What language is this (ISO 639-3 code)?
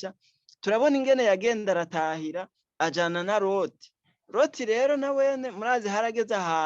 run